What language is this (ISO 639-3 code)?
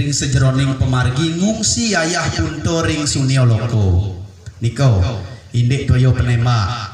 ban